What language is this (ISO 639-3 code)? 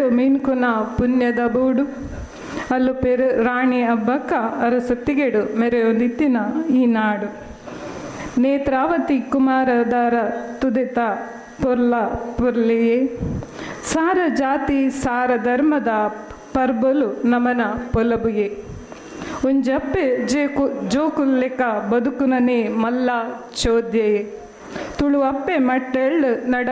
tcy